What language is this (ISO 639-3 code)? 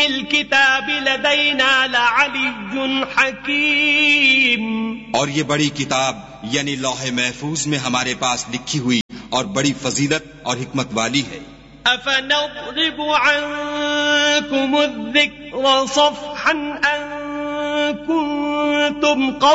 urd